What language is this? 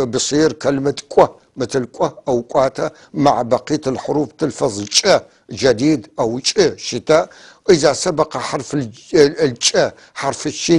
North Levantine Arabic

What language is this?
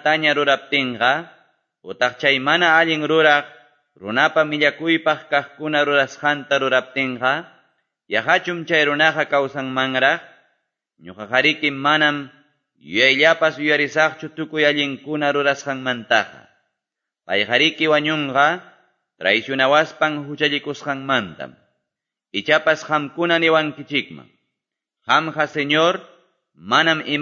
Quechua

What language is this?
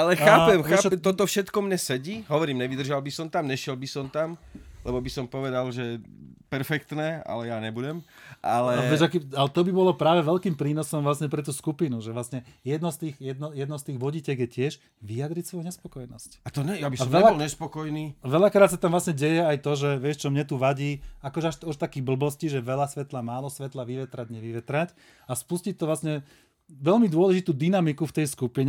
Slovak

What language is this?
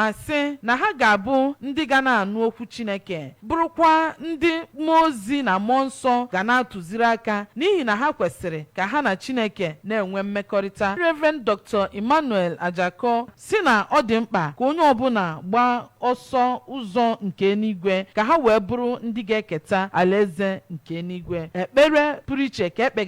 Igbo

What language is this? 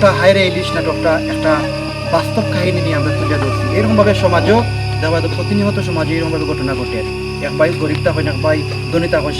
Sylheti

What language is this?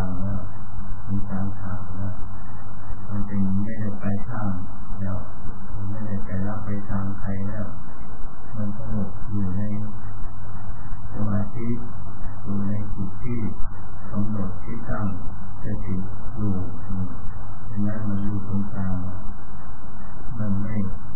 Thai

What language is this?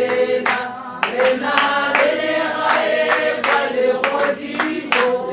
Tswana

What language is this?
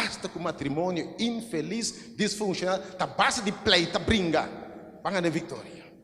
Papiamento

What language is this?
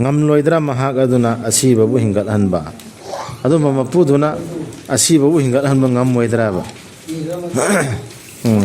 Manipuri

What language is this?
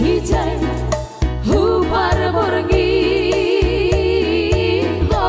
Batak Simalungun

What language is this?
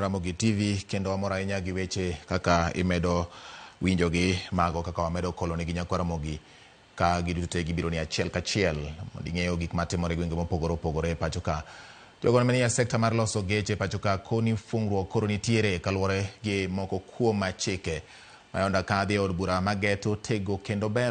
Luo (Kenya and Tanzania)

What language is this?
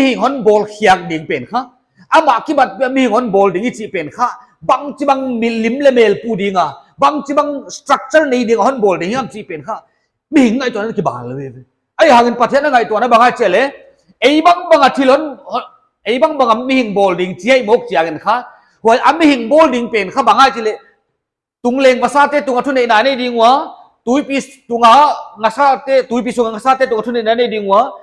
Paite Chin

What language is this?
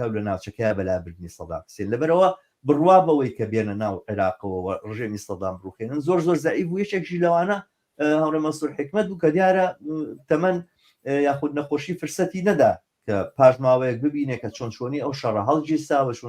Central Kurdish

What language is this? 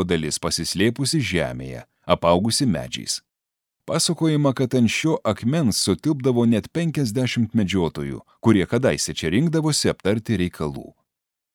Lithuanian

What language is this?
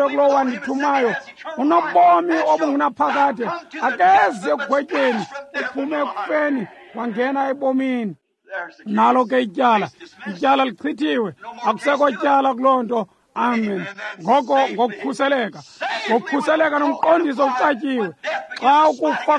Xhosa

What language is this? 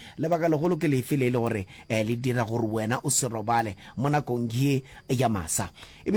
Northern Sotho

